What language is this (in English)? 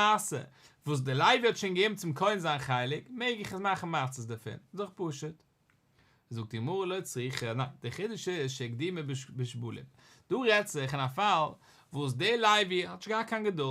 Yiddish